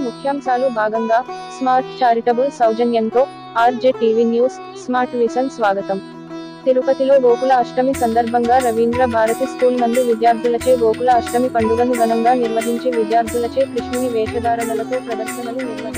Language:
Telugu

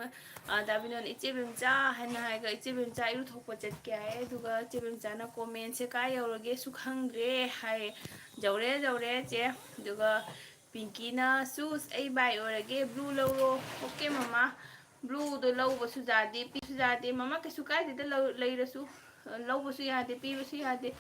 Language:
Manipuri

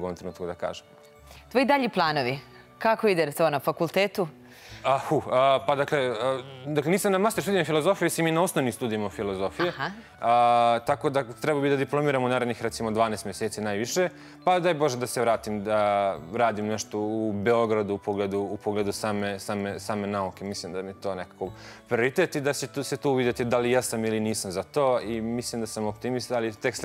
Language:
Serbian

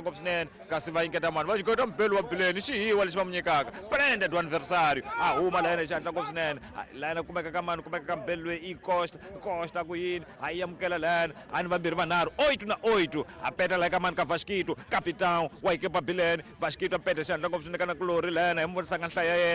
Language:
Tsonga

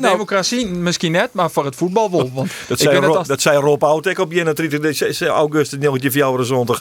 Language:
Western Frisian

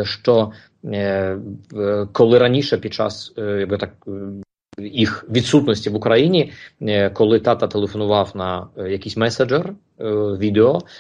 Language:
Ukrainian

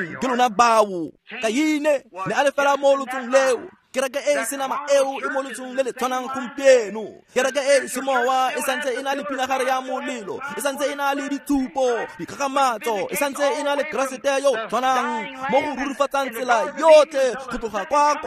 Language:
Tswana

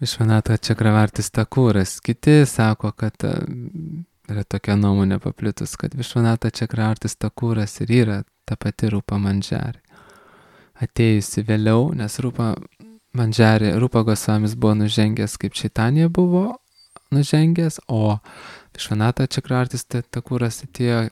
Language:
Lithuanian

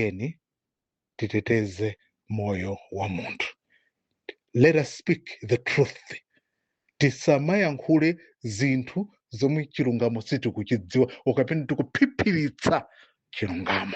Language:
Nyanja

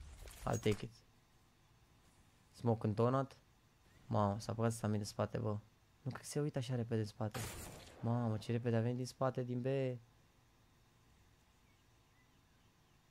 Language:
Romanian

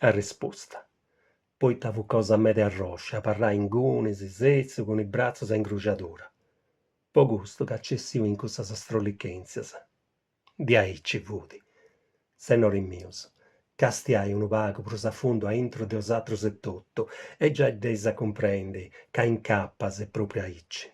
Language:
Sardinian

